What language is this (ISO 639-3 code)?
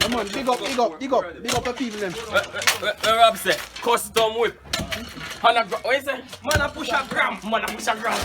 jam